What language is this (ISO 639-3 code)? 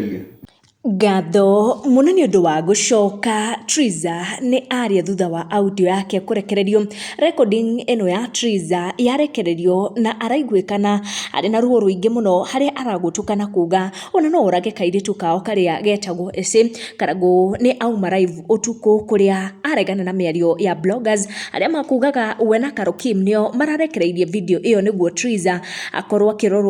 kik